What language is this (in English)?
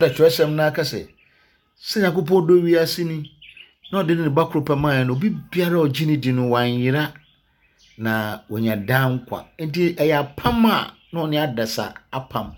Akan